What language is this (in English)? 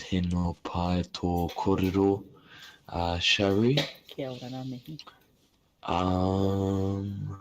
Māori